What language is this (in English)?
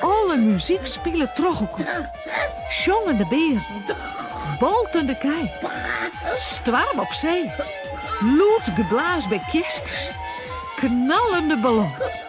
Western Frisian